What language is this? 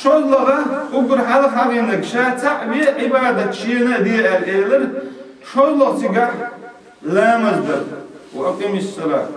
Chechen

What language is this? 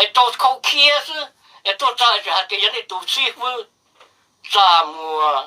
Hmong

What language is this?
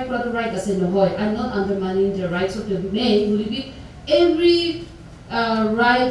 Naga Pidgin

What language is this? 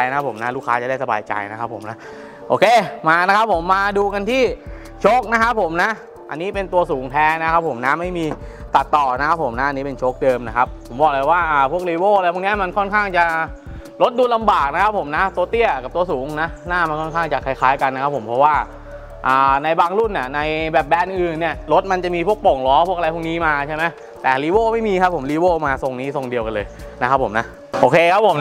Thai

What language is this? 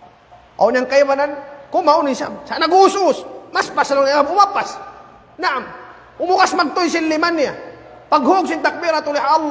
Tausug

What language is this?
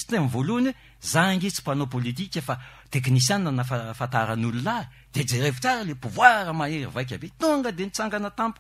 Malagasy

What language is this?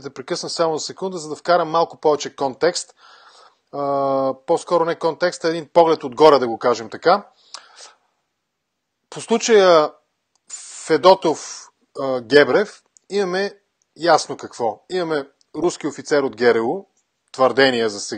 Bulgarian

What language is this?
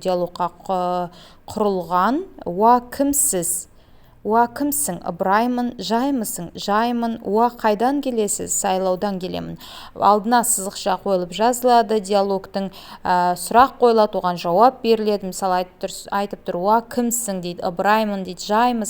Kazakh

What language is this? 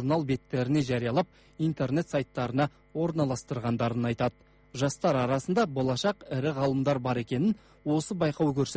Kazakh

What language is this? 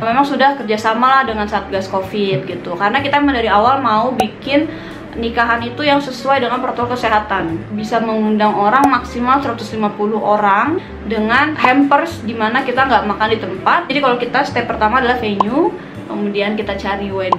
Indonesian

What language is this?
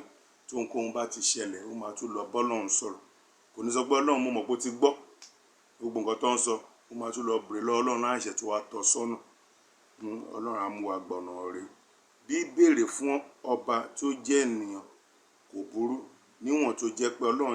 Yoruba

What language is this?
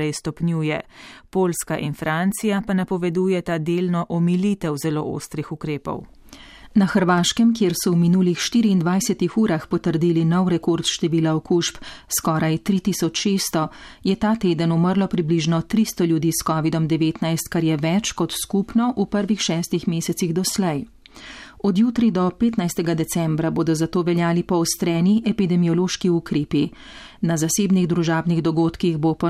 Slovenian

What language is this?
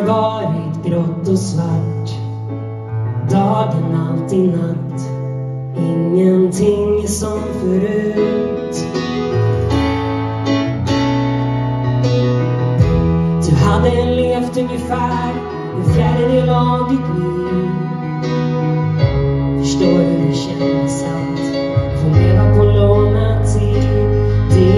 Swedish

